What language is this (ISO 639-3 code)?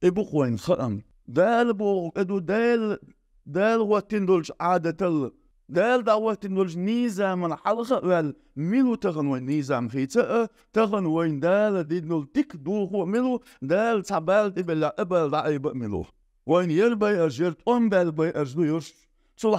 che